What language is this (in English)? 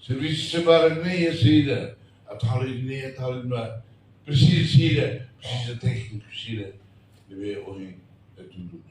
Tetum